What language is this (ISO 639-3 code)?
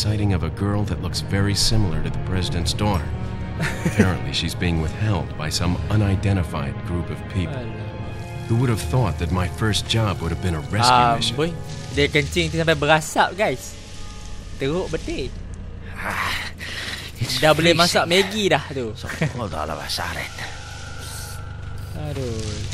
msa